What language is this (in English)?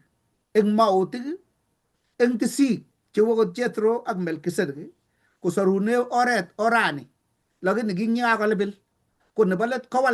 Kalenjin